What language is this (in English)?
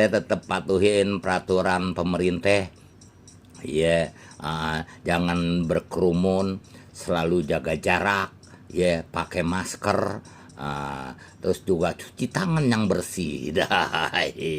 Betawi